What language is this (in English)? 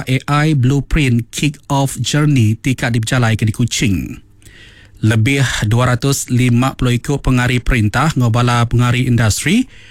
Iban